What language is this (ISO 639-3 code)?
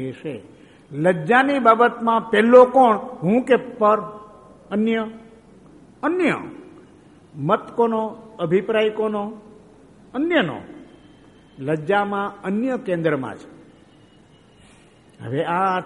guj